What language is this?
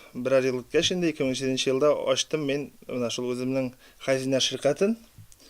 Tatar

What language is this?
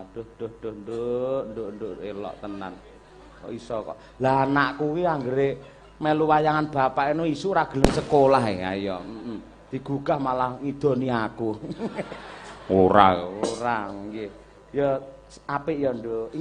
Javanese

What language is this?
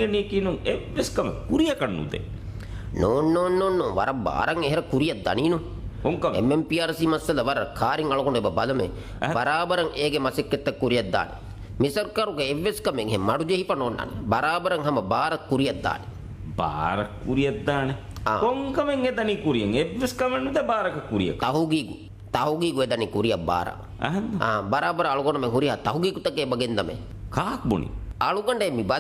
Divehi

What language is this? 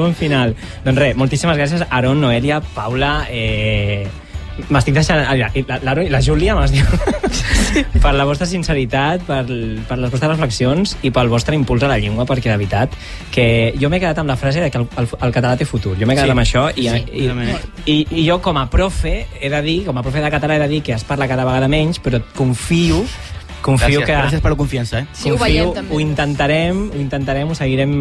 Catalan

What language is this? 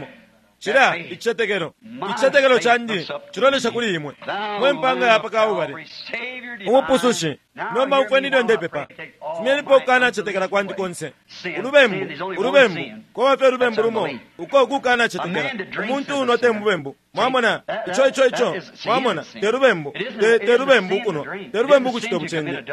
Bemba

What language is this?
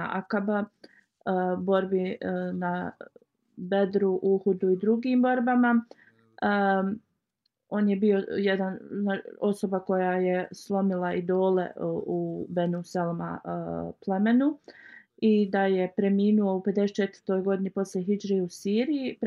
Bosnian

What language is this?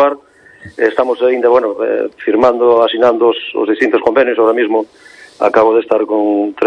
Galician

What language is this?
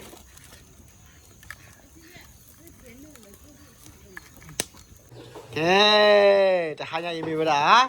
S'gaw Karen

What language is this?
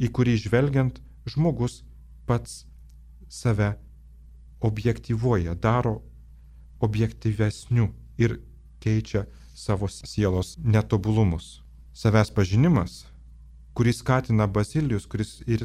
Lithuanian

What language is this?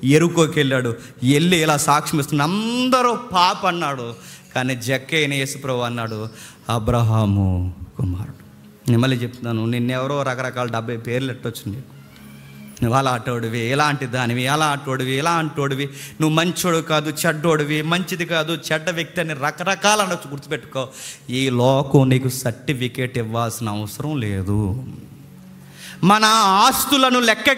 Telugu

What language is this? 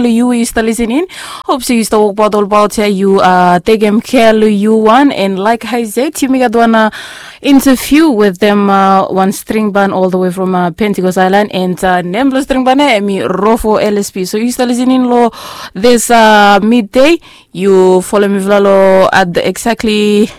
Bislama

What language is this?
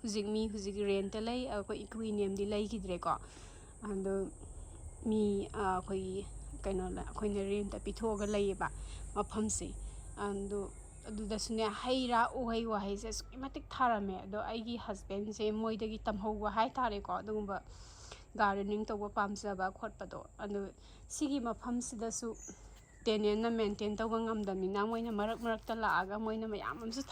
Manipuri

